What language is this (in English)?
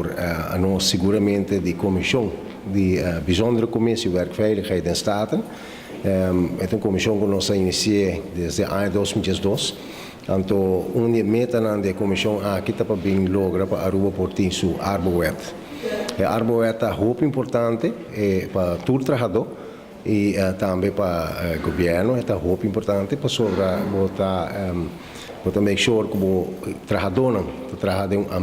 Papiamento